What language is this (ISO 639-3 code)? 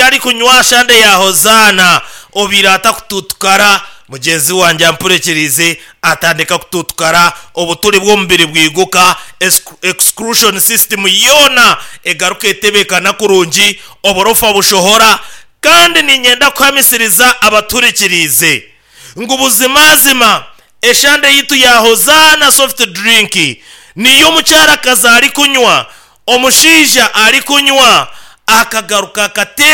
nyn